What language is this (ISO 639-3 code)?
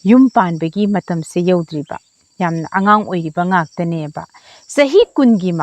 mni